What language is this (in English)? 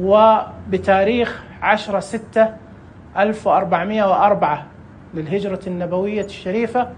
Najdi Arabic